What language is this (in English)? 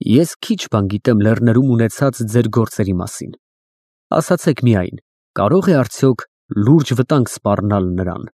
Armenian